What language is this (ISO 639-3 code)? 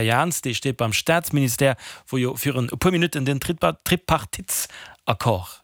ltz